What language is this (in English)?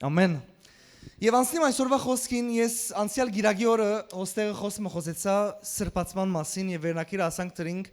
Western Armenian